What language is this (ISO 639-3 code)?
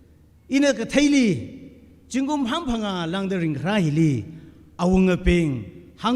nmf